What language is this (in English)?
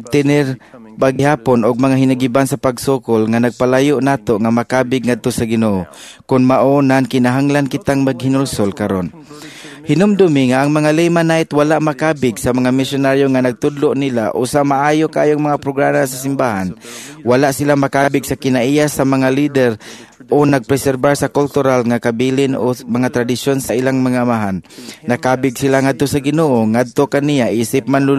Cebuano